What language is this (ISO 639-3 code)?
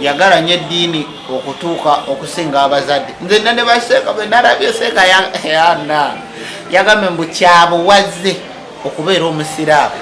lug